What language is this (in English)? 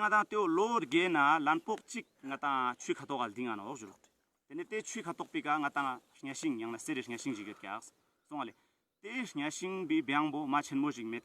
Ladakhi